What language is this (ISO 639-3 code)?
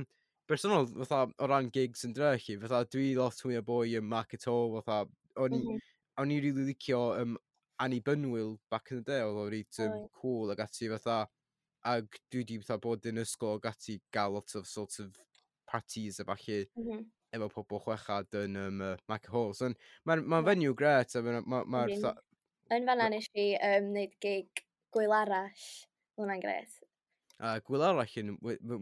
cym